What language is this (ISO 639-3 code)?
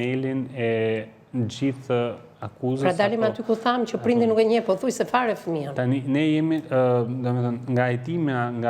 sqi